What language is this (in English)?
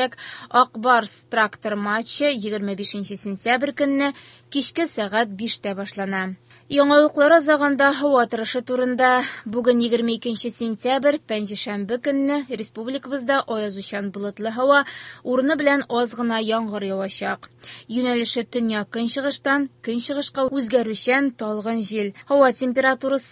Tatar